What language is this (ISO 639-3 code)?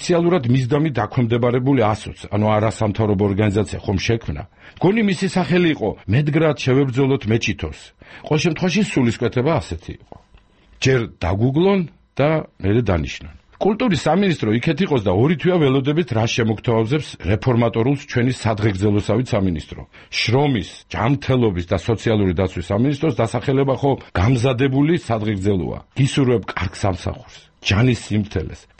kat